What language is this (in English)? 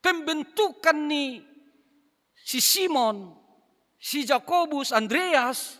Batak Simalungun